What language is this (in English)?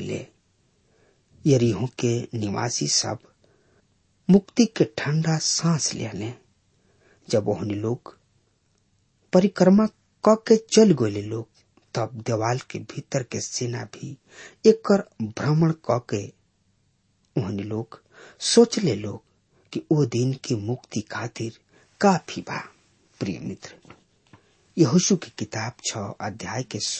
Bhojpuri